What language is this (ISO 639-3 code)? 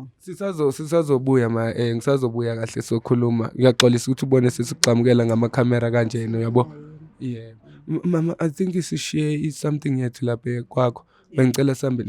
zul